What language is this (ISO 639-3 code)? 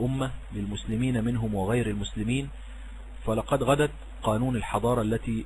ara